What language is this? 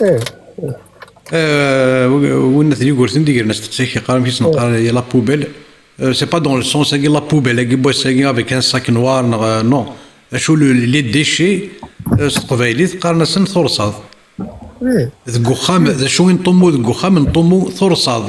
Kabyle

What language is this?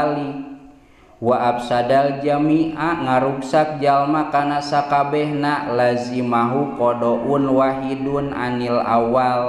Sundanese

